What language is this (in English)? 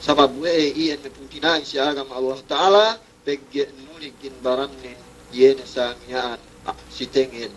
Yakan